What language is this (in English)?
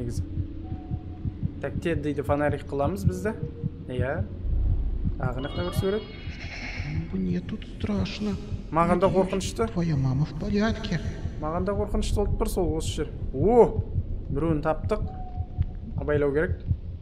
Kazakh